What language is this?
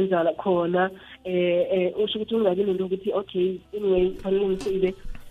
South Ndebele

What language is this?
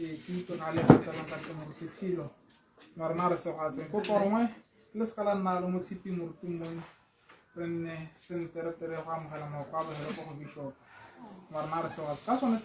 Tswana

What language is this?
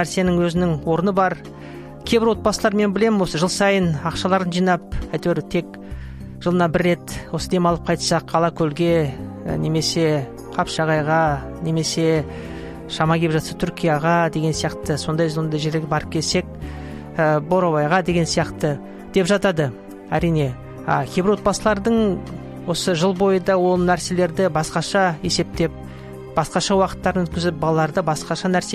Kazakh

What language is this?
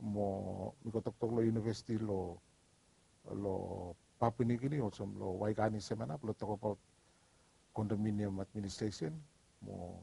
Bislama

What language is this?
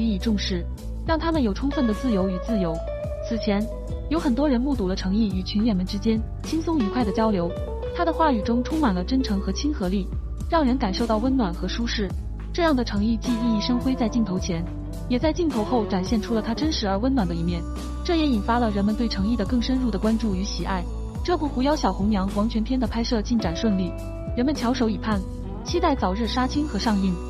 Chinese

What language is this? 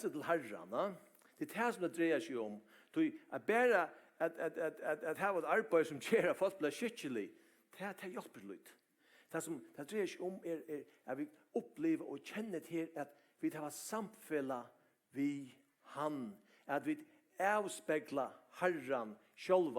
Faroese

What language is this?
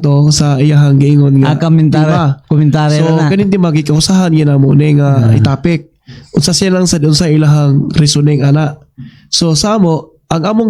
Cebuano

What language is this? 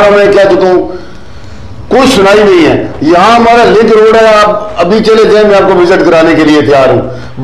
Urdu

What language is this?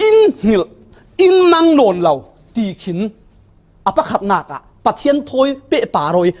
Falam Chin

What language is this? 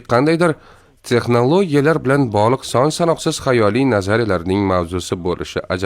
Uzbek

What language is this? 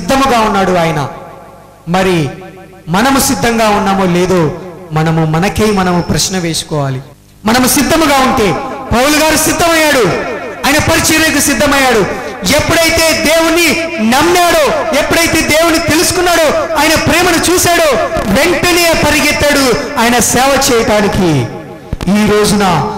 Telugu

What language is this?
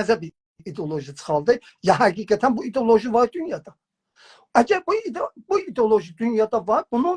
South Azerbaijani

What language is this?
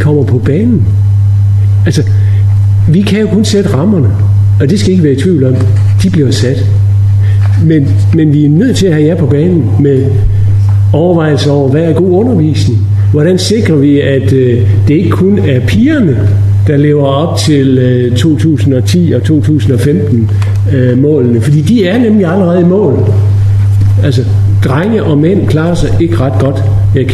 Danish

